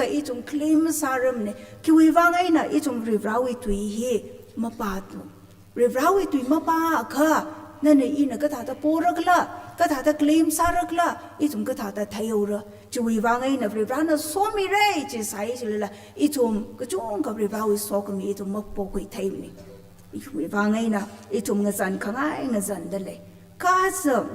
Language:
Tangkhul Naga (India)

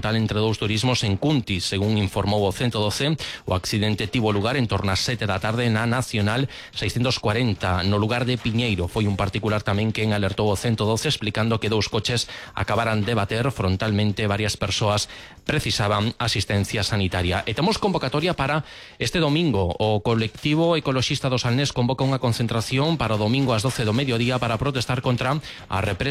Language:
Galician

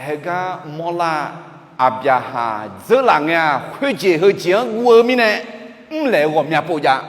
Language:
Akha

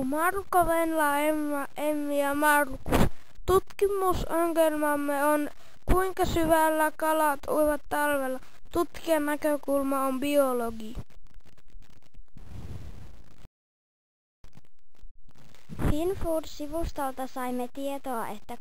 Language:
Finnish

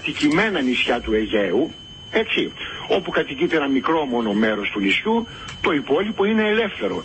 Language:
Greek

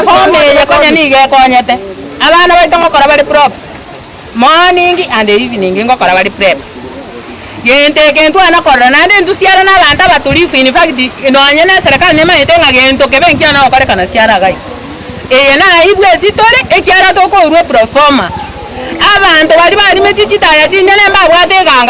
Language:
Gusii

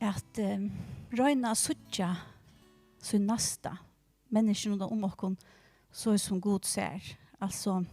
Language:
Faroese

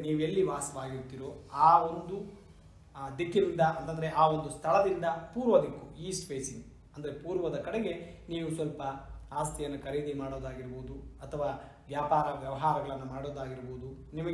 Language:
Kannada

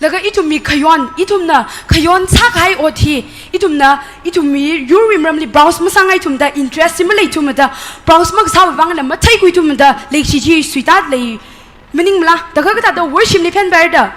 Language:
Tangkhul Naga (India)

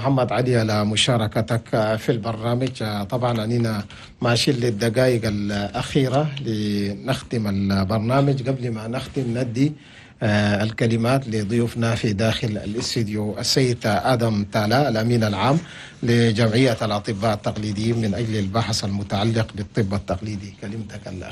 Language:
Chadian Arabic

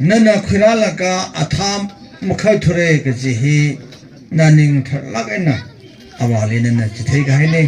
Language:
Tangkhul Naga (India)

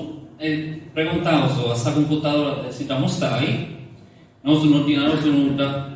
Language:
Sardinian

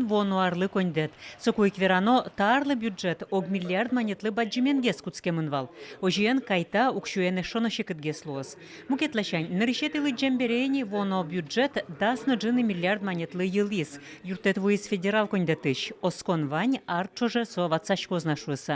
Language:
Udmurt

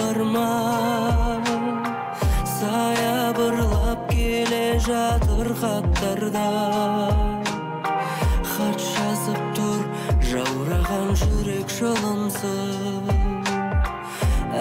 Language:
Kazakh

